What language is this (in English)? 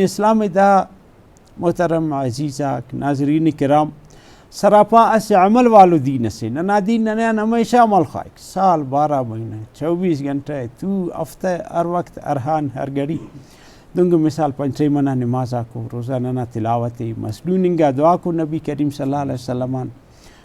Brahui